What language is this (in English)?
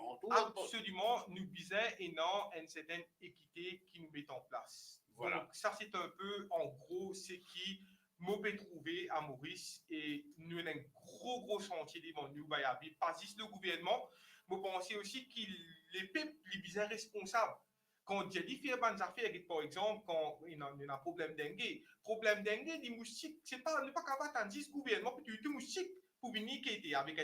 Morisyen